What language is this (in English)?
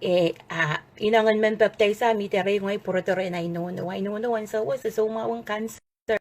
Pohnpeian